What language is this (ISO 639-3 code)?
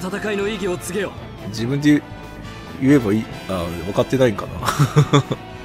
jpn